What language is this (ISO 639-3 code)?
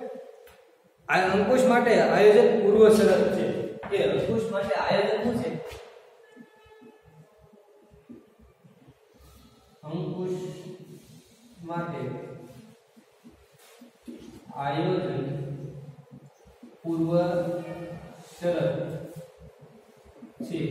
guj